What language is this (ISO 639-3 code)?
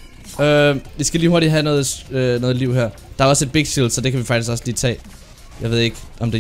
dan